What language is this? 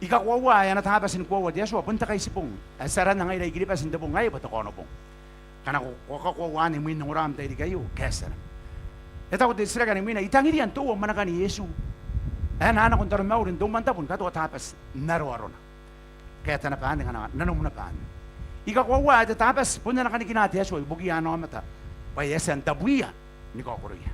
Gilbertese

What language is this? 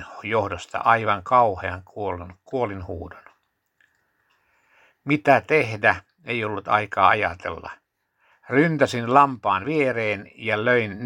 Finnish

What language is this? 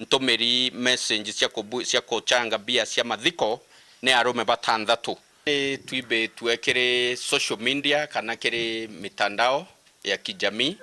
Meru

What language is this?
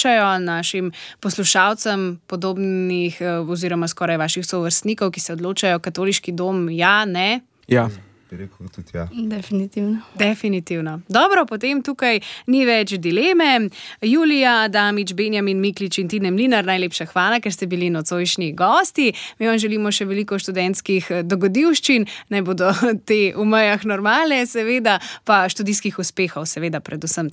Slovenian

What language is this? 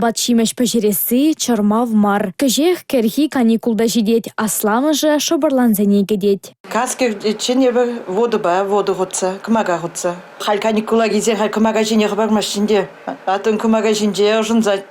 Chuvash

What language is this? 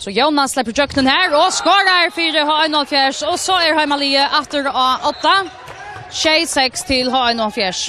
Faroese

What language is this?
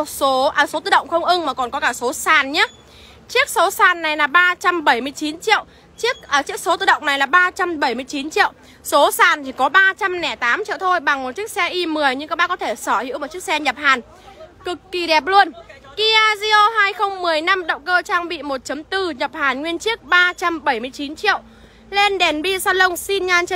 Vietnamese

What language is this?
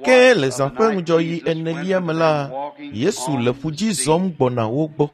Ewe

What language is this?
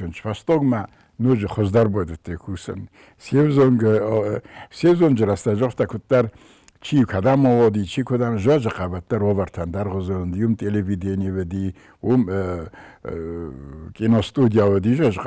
Ossetic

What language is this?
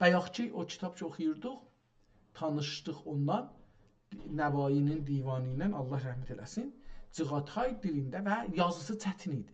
South Azerbaijani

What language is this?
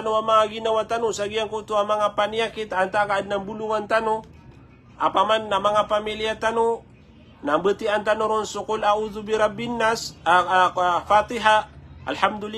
Maranao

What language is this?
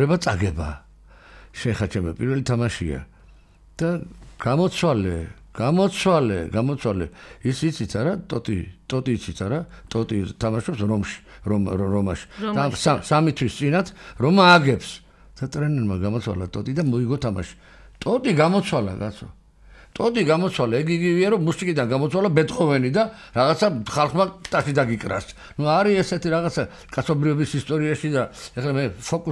Georgian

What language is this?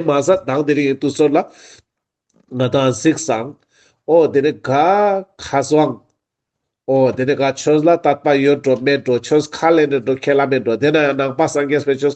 Ladakhi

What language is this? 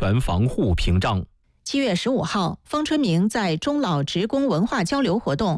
Chinese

